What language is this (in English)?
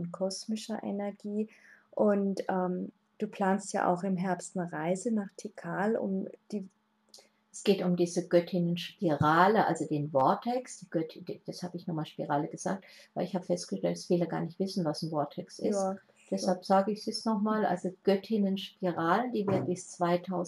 German